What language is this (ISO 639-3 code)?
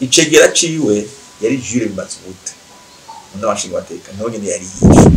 run